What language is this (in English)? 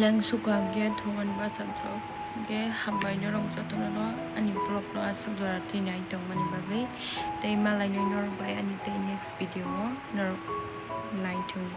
Kok Borok